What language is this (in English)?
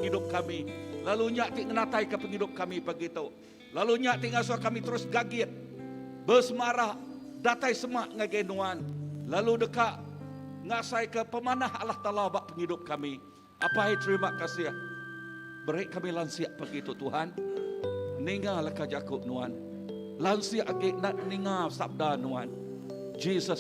Iban